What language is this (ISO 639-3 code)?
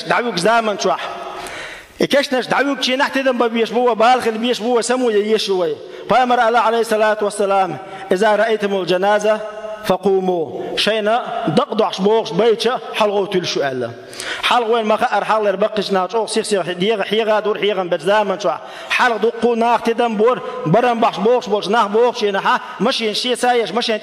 che